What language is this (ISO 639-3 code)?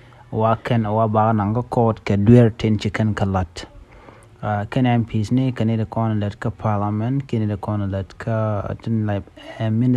nus